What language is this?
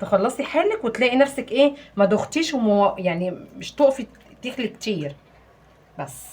Egyptian Arabic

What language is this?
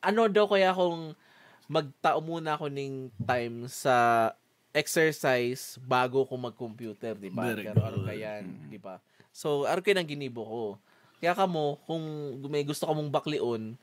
Bikol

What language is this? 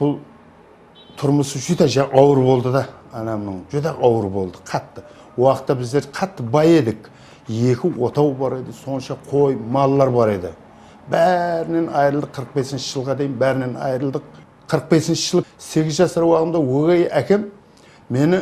Kara-Kalpak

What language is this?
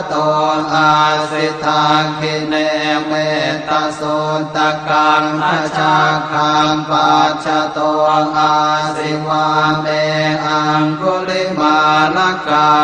Pali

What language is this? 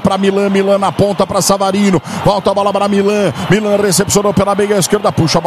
Portuguese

